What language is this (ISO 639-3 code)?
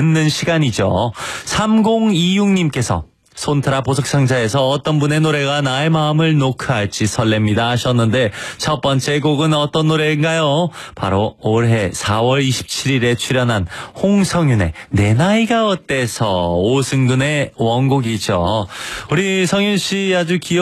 kor